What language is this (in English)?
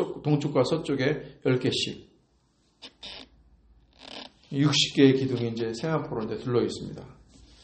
Korean